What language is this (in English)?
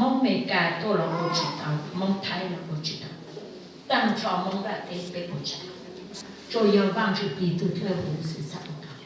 Hmong